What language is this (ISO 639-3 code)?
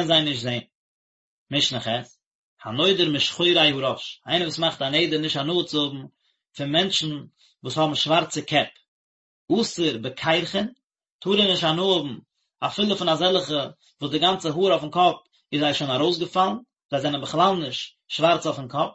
yid